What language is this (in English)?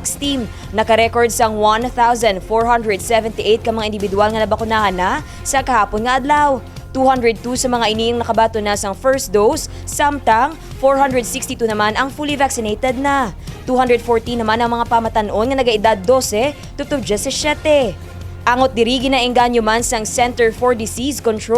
Hiligaynon